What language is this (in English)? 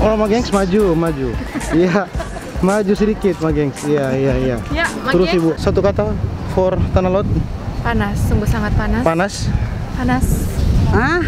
Manado Malay